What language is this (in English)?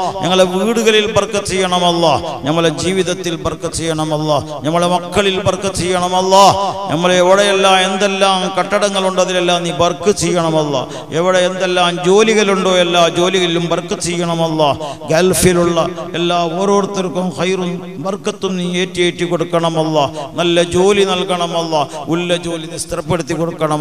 Malayalam